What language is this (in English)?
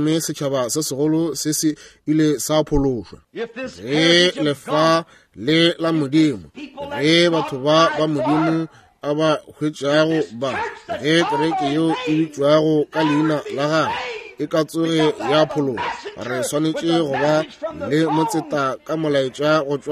Northern Sotho